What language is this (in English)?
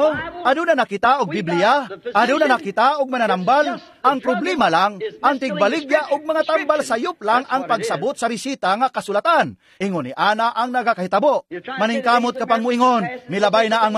Cebuano